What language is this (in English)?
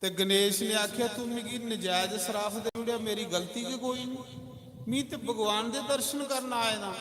Dogri